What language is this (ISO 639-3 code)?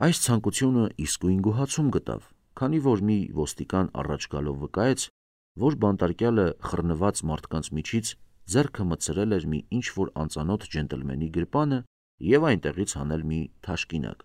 hye